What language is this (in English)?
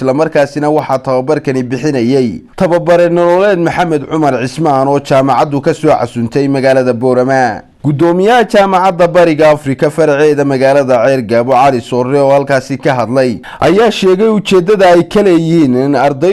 Somali